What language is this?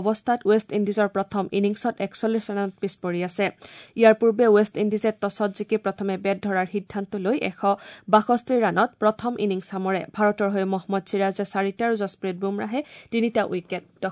Assamese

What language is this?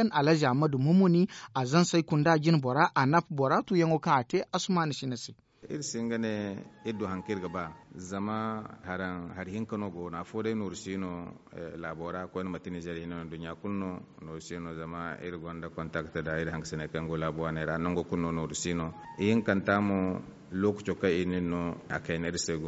Zarma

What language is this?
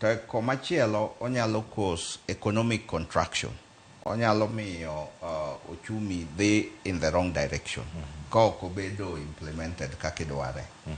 Luo (Kenya and Tanzania)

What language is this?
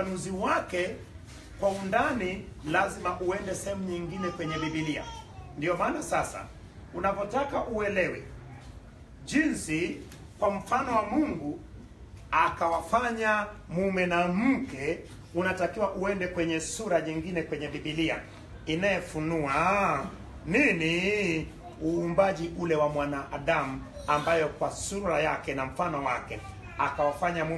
Swahili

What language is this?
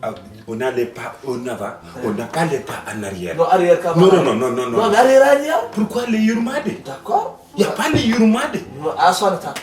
Fula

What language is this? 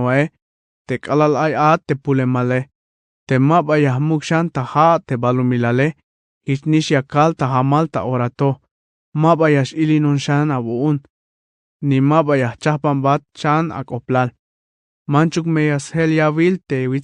Tzeltal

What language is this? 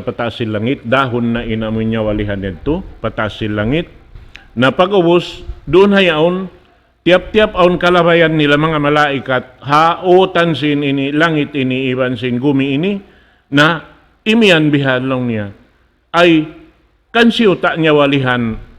Tausug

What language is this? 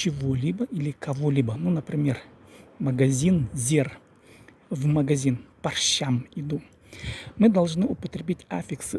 Khakas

